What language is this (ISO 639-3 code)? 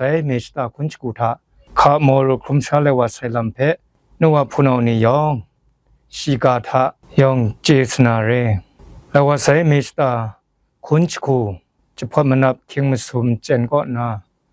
kac